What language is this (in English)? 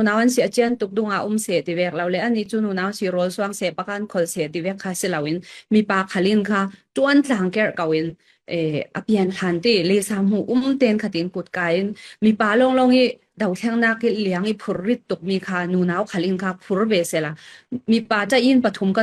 Falam Chin